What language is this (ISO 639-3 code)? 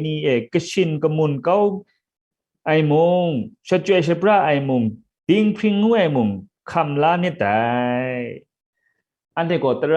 kac